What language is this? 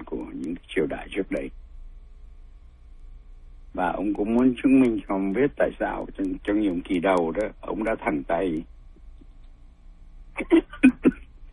Vietnamese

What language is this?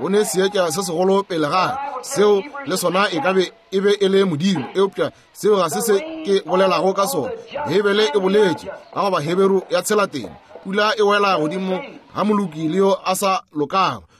Northern Sotho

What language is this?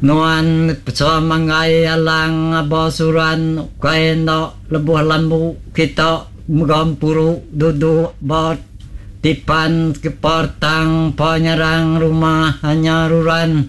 Iban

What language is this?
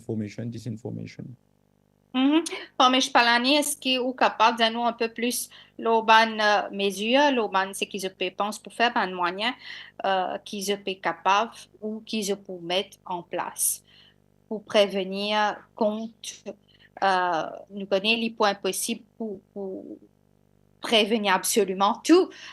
Morisyen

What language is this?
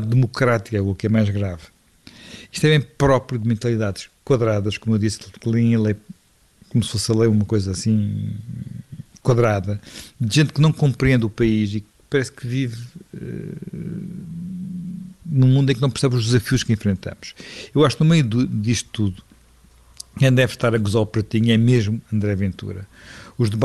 Portuguese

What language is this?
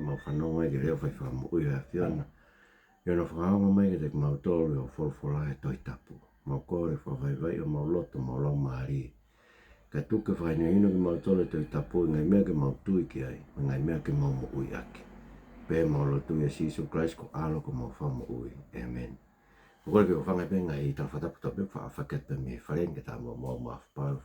Tongan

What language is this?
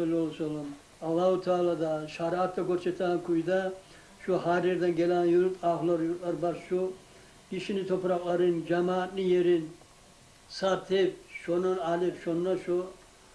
Kumyk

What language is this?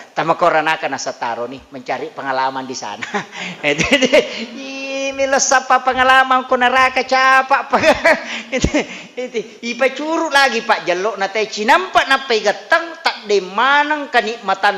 Buginese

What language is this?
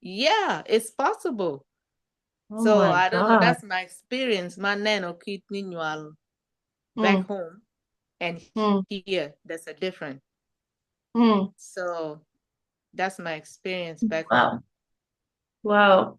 Acoli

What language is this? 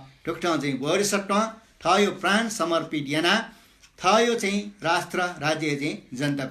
Newari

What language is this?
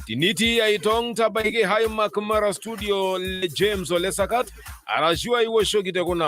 Masai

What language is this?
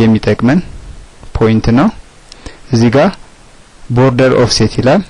Amharic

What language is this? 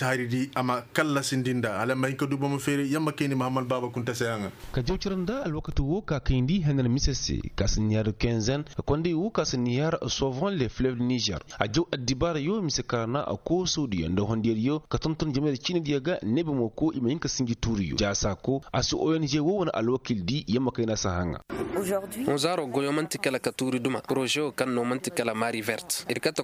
Koyraboro Senni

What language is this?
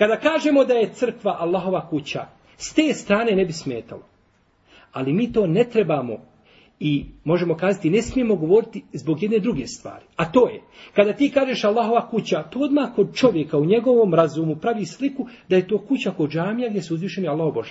Bosnian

